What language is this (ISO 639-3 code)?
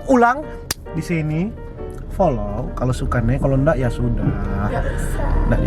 xmm